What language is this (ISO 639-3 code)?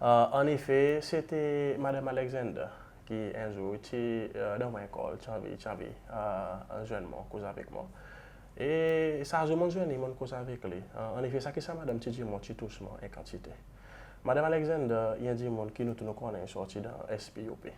crs